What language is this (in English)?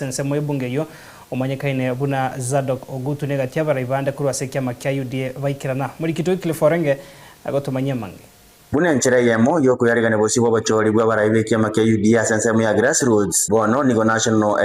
Gusii